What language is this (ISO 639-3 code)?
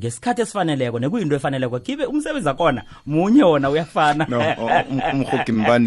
nbl